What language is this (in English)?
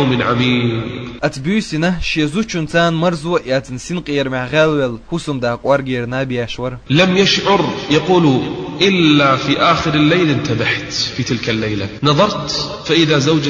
Chechen